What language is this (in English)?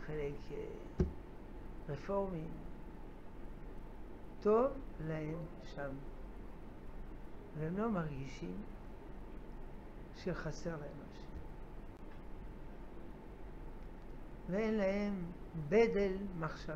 Hebrew